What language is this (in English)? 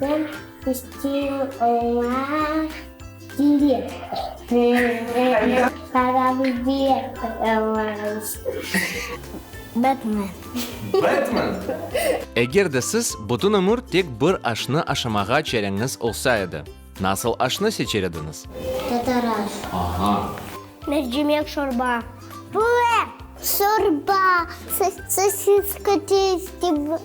Crimean Tatar